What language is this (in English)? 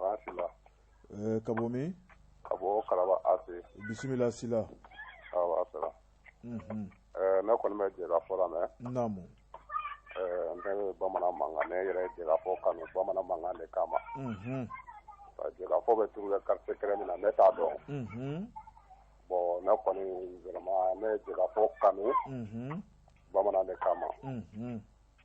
Bambara